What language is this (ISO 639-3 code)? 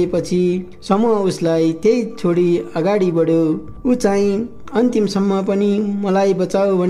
nep